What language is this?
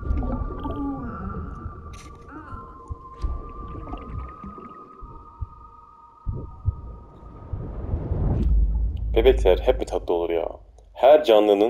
Turkish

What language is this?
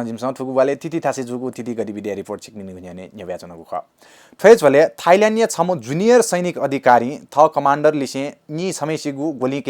Newari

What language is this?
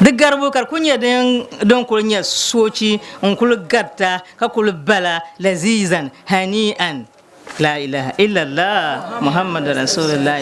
Dagbani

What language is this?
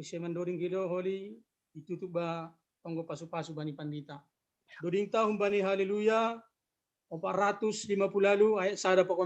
Batak Simalungun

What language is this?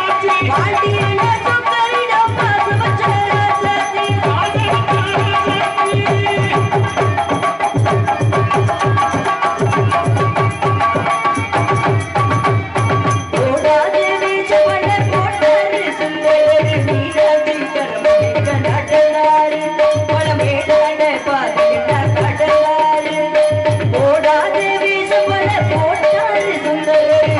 Tamil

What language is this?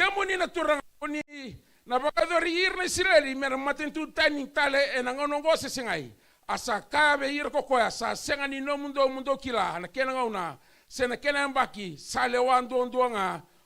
Fijian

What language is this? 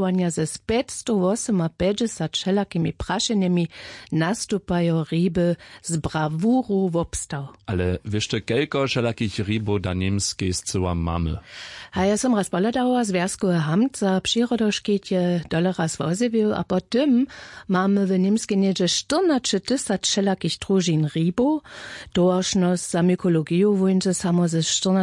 Upper Sorbian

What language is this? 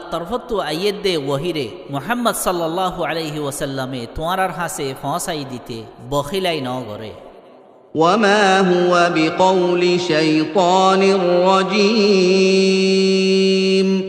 Rohingya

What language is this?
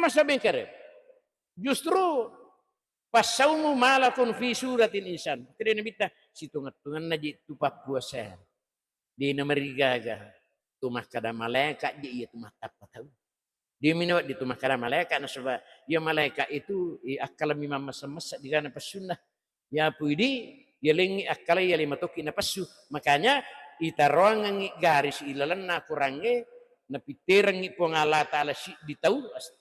Buginese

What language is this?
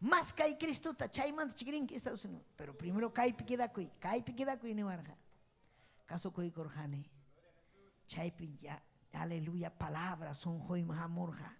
Ayacucho Quechua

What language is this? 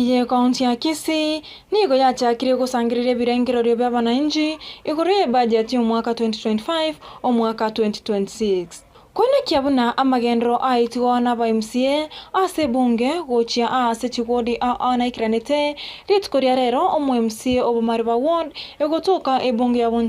Gusii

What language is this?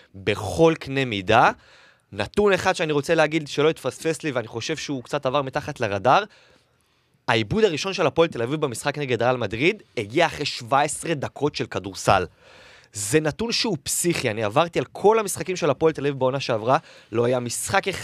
Hebrew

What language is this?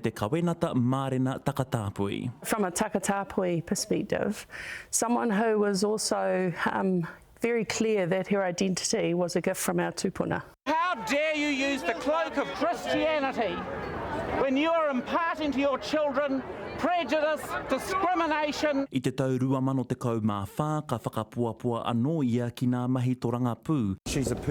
Māori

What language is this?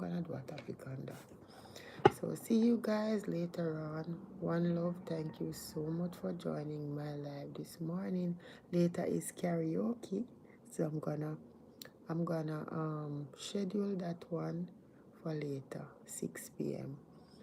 Jamaican Creole English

